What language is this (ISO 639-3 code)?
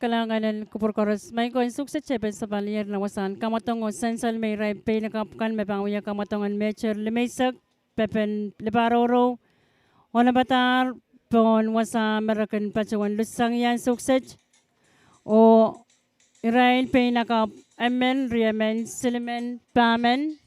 pon